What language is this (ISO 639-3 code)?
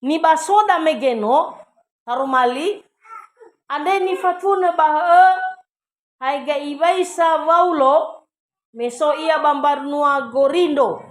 nia